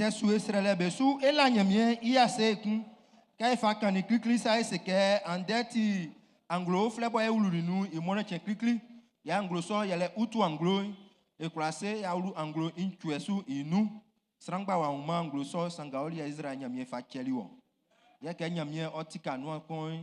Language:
Baoulé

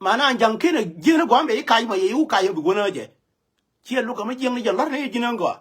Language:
Nuer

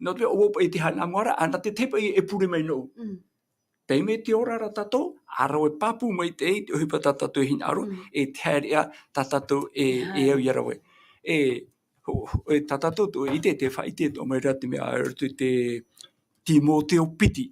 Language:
Tahitian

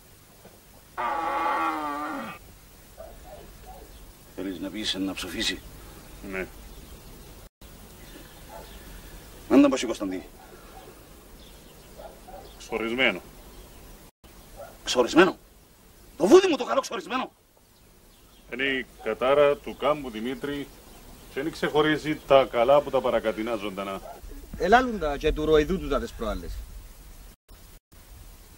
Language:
Greek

